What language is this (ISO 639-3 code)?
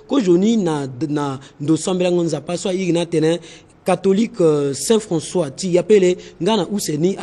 sag